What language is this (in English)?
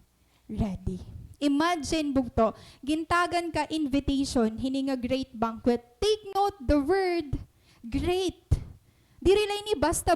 Waray